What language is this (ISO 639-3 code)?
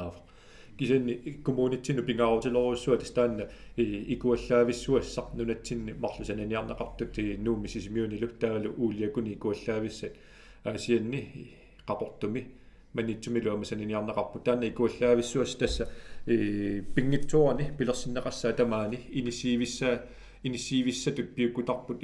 kal